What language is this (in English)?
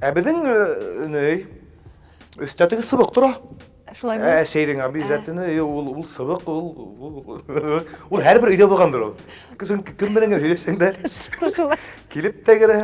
Bashkir